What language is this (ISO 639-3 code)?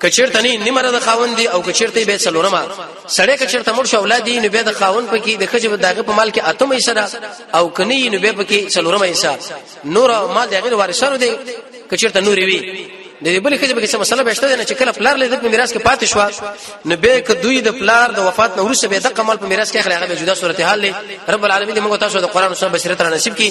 pus